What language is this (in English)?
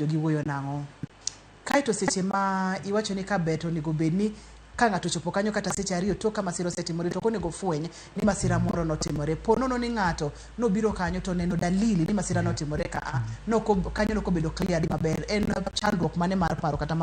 Luo (Kenya and Tanzania)